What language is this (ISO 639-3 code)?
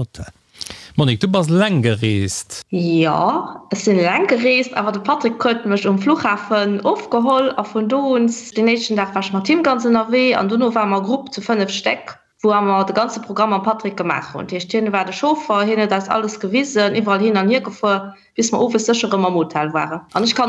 ltz